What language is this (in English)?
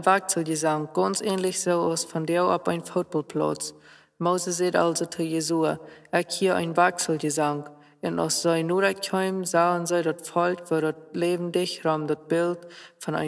Plautdietsch